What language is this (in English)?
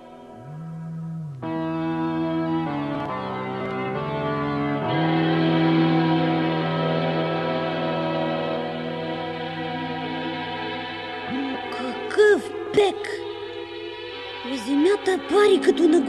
Bulgarian